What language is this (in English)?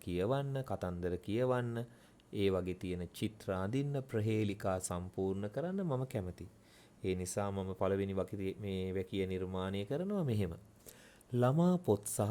Sinhala